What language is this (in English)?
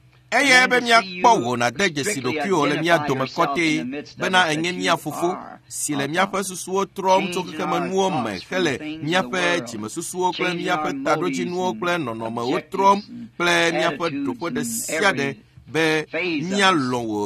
Ewe